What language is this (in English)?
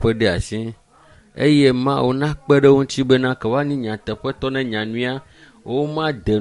Ewe